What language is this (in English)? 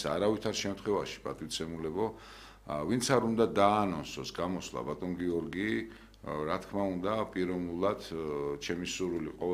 Georgian